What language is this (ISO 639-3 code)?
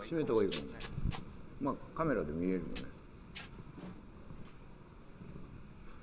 jpn